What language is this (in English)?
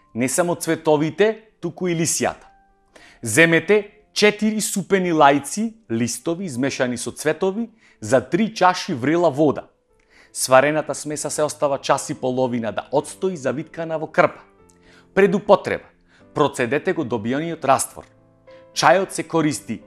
Macedonian